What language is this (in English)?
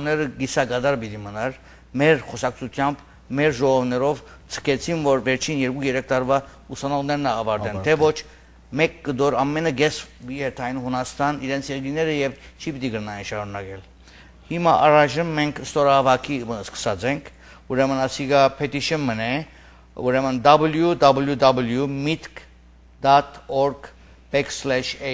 Armenian